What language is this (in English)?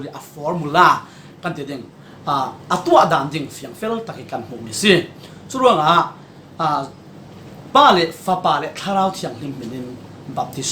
Falam Chin